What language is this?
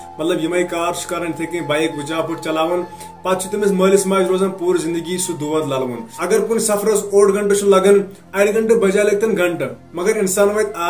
Kashmiri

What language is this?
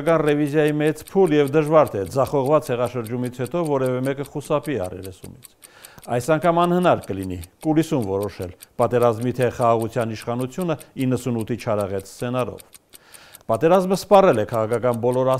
Armenian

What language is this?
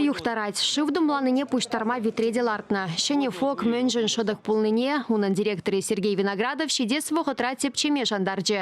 Chuvash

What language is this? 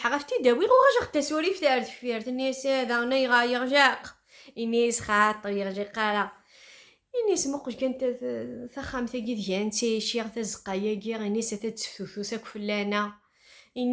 Kabyle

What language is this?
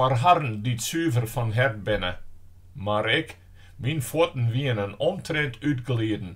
Western Frisian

